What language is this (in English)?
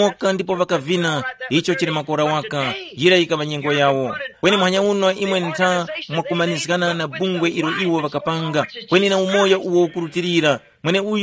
Tumbuka